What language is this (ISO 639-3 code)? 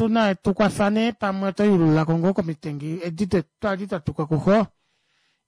kua